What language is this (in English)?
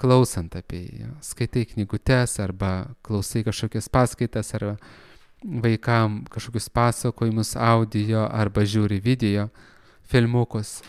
Lithuanian